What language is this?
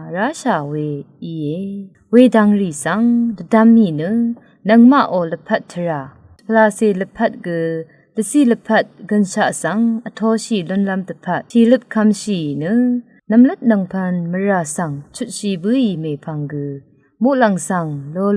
Rawang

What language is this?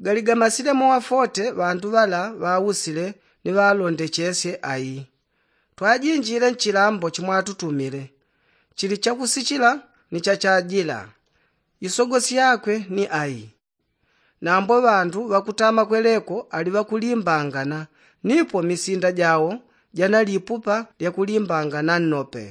Yao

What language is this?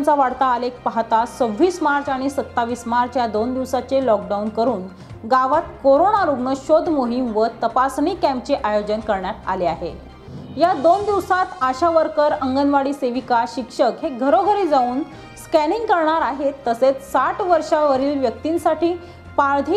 Marathi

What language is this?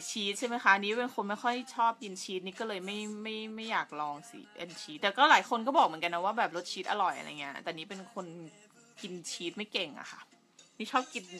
Thai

